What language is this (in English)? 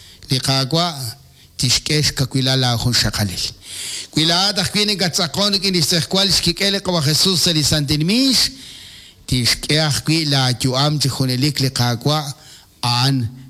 Kekchí